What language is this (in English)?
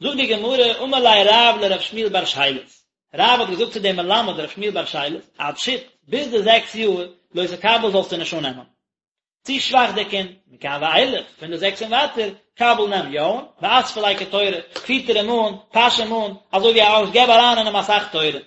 Yiddish